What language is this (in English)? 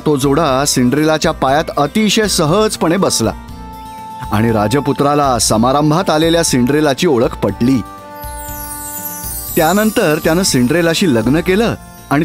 Marathi